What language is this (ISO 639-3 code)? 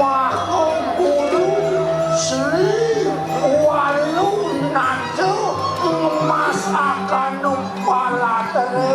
ban